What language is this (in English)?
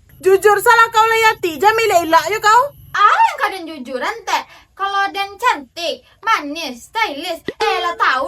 Minangkabau